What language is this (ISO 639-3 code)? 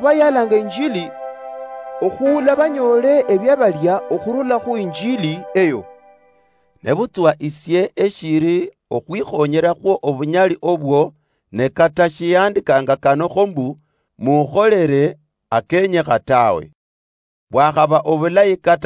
luy